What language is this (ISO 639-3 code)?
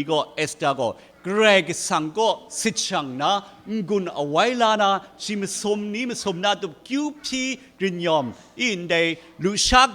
kac